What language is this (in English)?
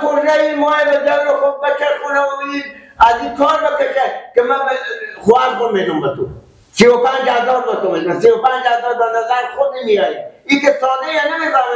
Persian